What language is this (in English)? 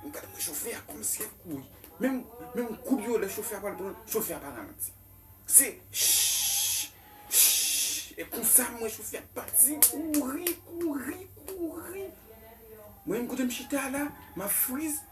Haitian Creole